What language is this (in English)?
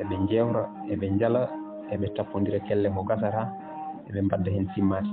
Fula